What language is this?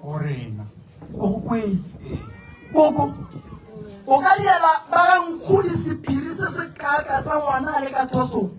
Northern Sotho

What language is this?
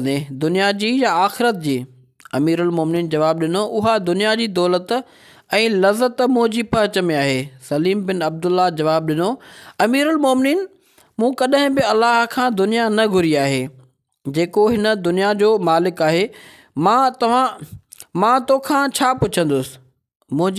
Sindhi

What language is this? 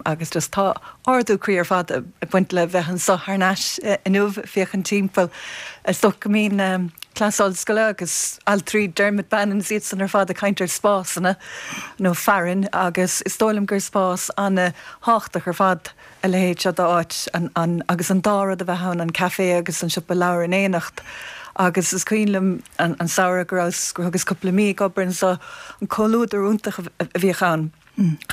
Irish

